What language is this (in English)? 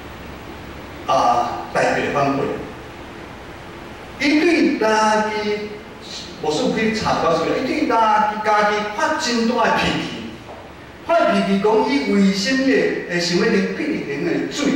Min Nan Chinese